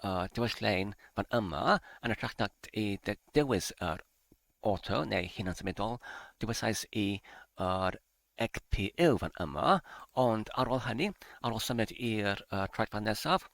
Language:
Welsh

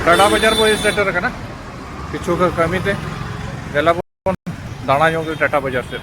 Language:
Santali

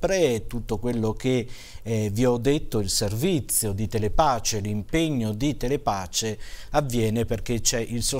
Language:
Italian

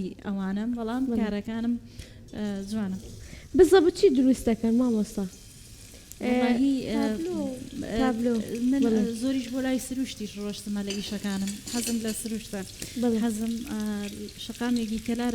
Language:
Central Kurdish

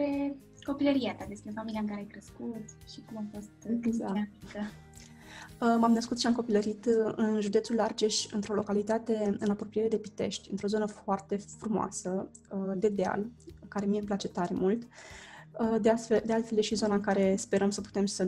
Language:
Romanian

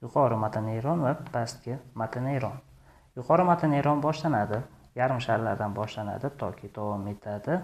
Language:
Uzbek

